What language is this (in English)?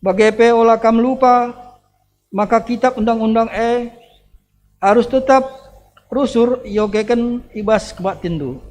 Batak Karo